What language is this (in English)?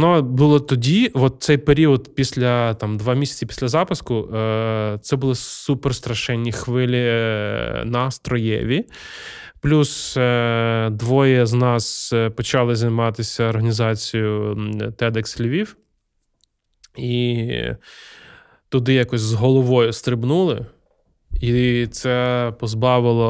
Ukrainian